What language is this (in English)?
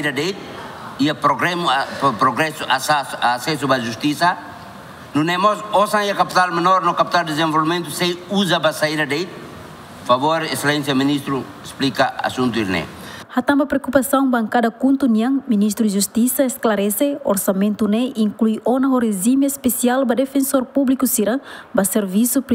Tetum